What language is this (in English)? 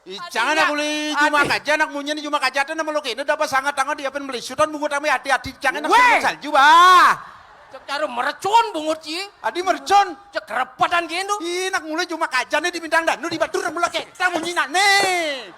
Balinese